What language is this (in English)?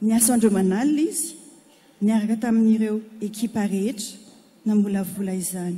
Malagasy